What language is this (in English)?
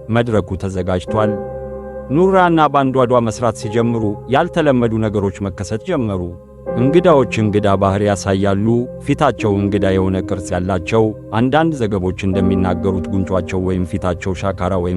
Amharic